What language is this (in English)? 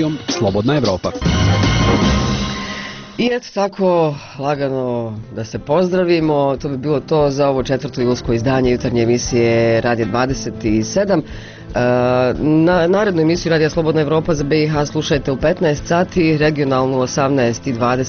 Bosnian